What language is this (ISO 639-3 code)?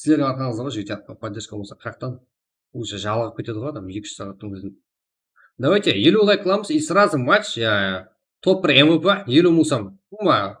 kaa